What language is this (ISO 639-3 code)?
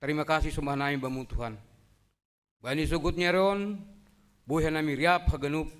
bts